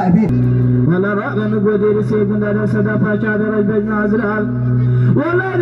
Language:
Kurdish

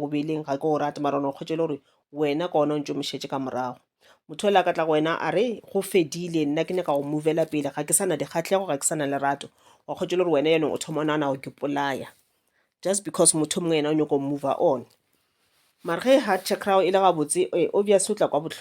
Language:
Northern Sotho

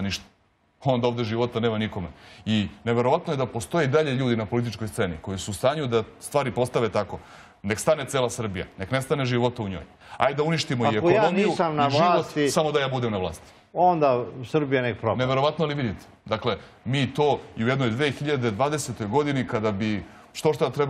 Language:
Serbian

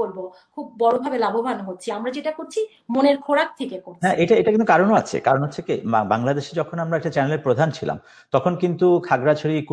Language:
Bangla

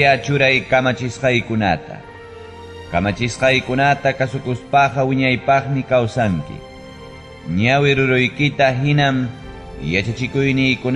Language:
Ayacucho Quechua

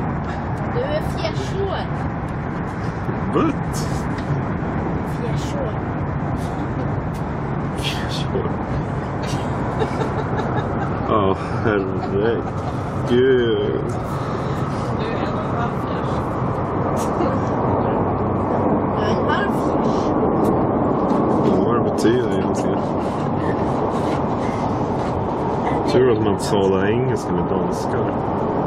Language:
Swedish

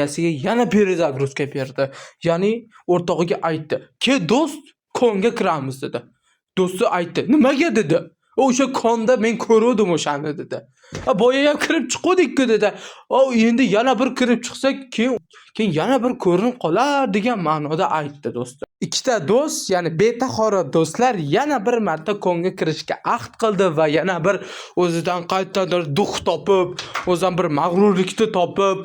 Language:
Uzbek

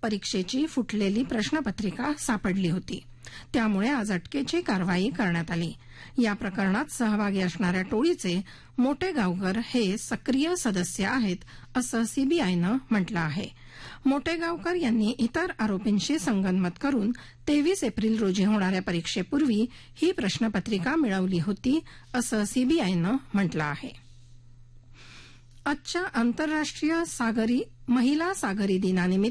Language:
Marathi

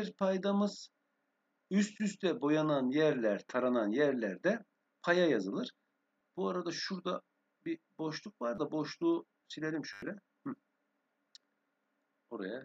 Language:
Turkish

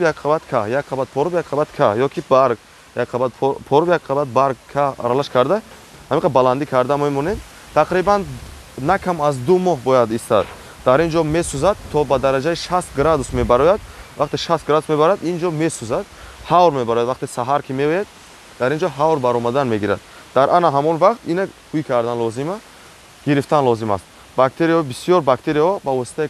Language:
Tajik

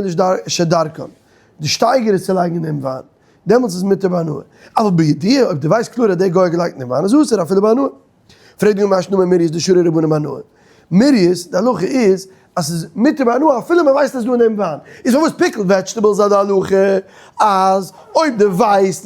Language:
Yiddish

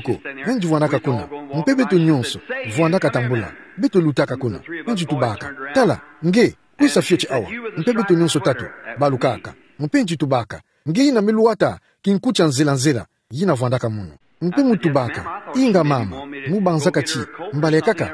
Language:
Kituba (Democratic Republic of Congo)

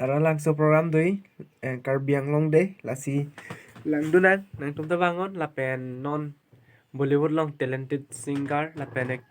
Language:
Karbi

